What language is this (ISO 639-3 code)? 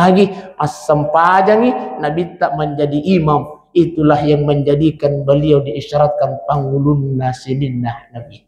bug